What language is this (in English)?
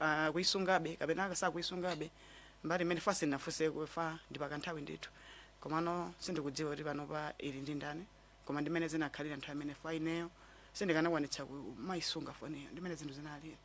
Nyanja